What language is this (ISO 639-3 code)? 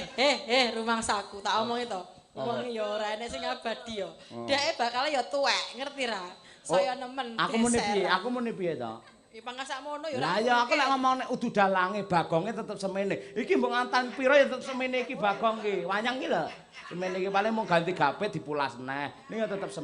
jav